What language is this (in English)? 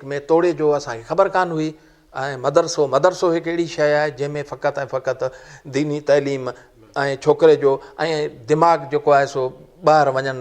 Sindhi